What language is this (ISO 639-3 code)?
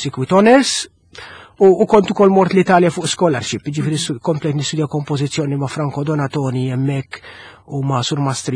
mlt